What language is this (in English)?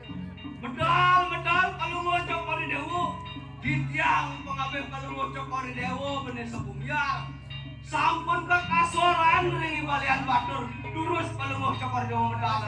Balinese